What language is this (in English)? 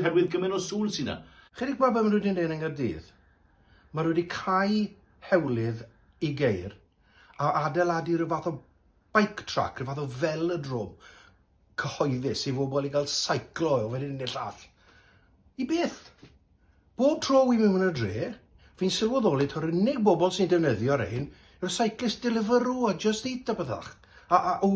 Welsh